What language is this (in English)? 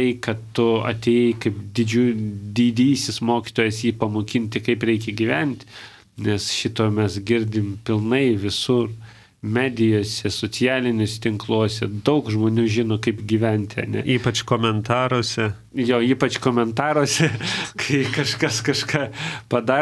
Lithuanian